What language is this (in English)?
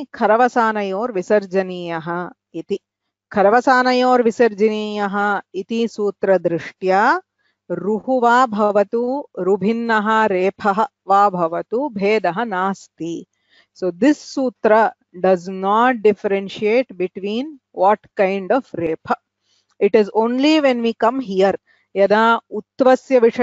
Sanskrit